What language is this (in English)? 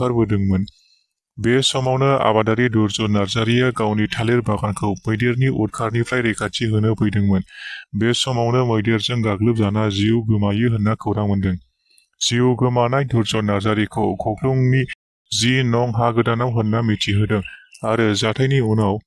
Bodo